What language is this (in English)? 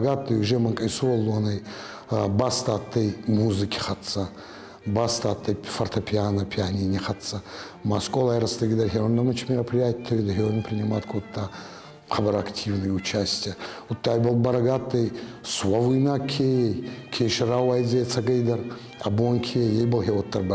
Ossetic